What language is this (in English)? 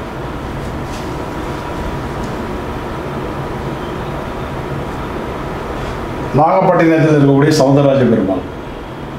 Tamil